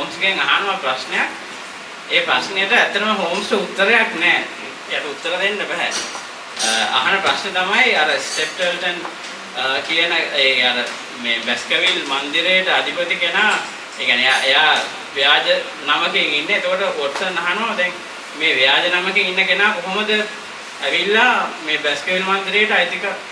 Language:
Sinhala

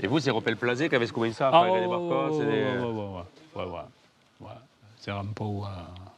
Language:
Occitan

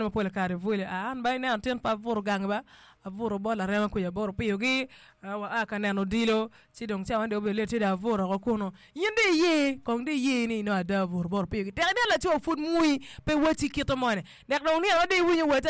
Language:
Acoli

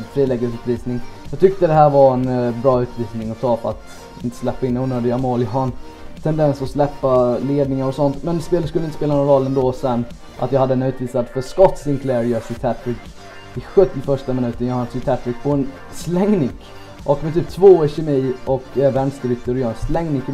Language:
Swedish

